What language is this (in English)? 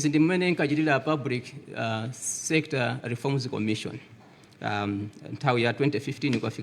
Nyanja